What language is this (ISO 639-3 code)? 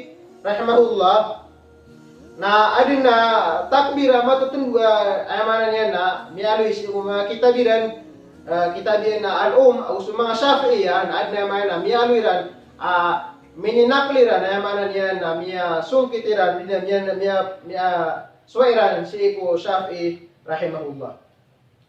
mrw